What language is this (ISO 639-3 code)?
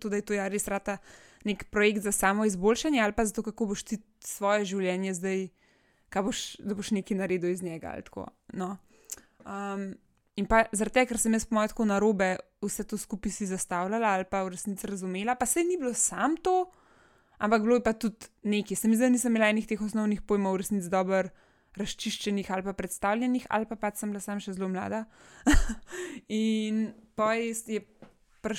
slv